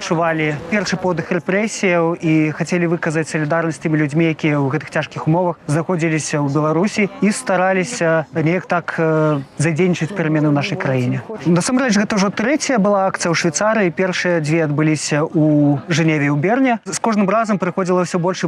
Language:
Belarusian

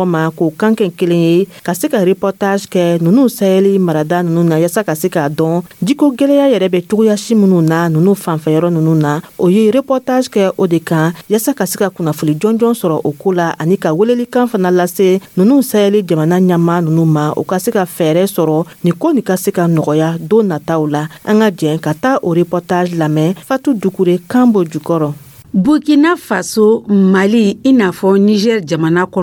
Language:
Dyula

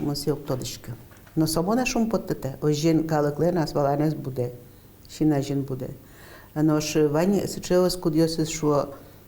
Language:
Udmurt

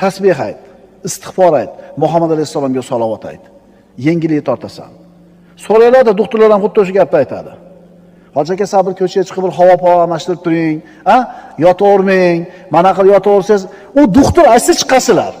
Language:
Uzbek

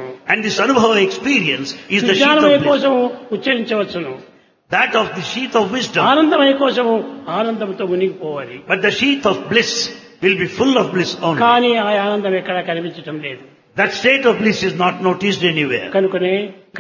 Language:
Telugu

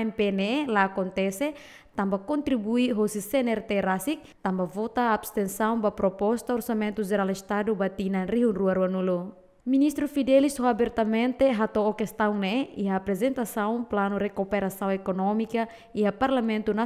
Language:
Tetum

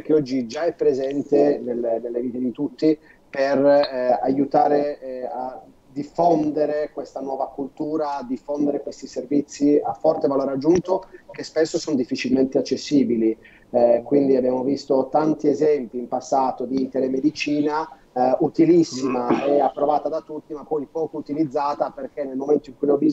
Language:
Italian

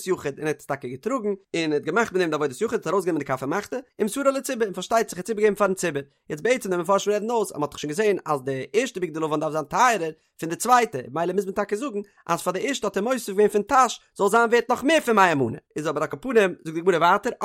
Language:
Yiddish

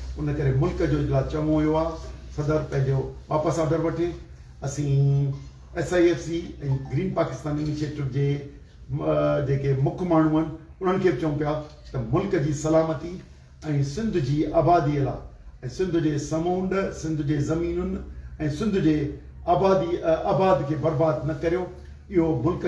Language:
Sindhi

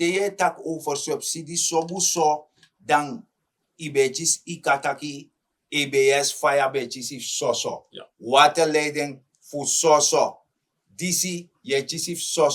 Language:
Sranan Tongo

